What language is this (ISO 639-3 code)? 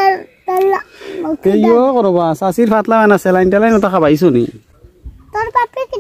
syl